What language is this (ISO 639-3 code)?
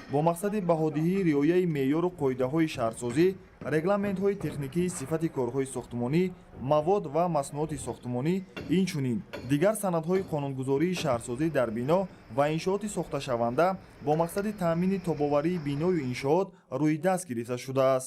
tgk